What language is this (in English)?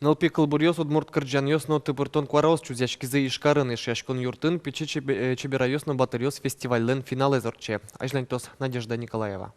Udmurt